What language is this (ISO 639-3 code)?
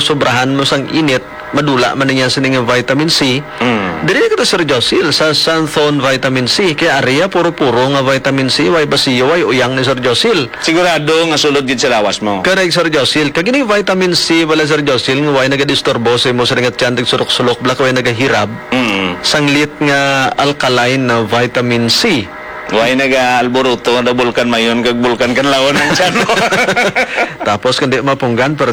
hil